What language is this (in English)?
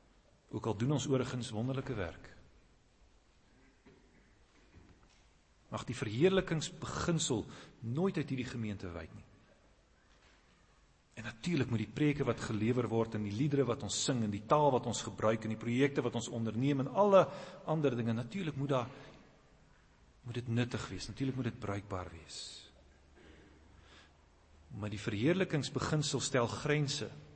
Afrikaans